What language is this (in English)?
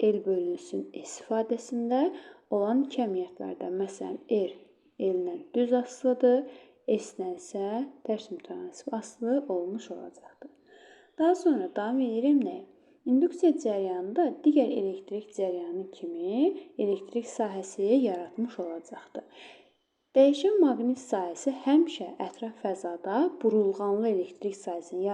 Azerbaijani